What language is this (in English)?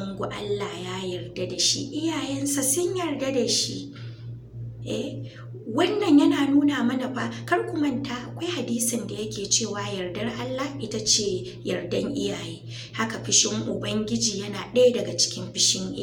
Hausa